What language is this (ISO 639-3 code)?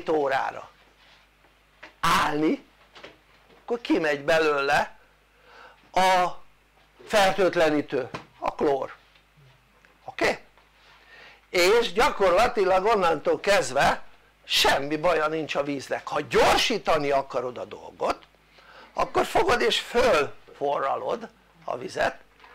hun